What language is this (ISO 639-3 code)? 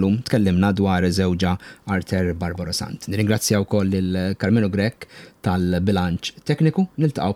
mlt